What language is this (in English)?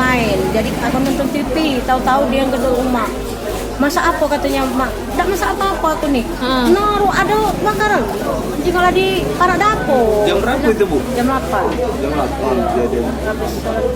Musi